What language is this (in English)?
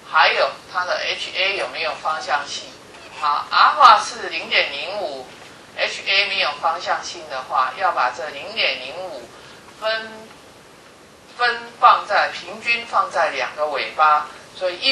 Chinese